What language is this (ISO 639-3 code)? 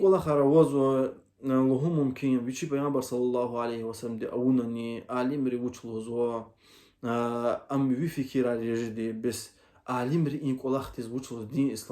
lez